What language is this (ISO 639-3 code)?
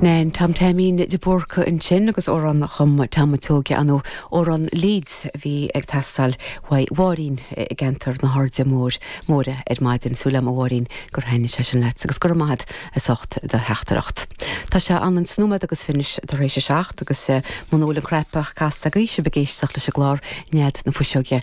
gle